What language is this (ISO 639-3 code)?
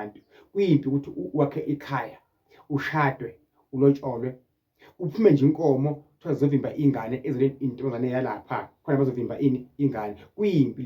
zul